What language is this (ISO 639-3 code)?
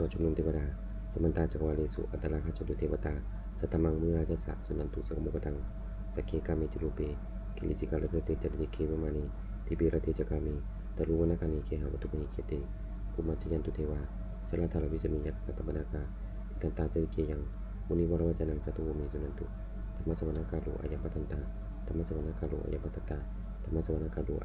pli